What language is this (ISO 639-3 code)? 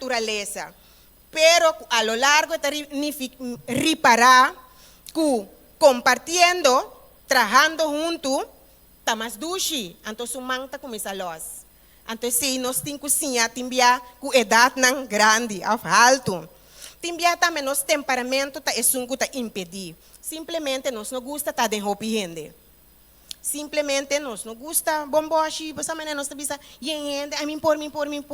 pap